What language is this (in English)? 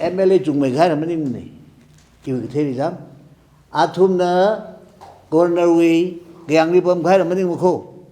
Tangkhul Naga (India)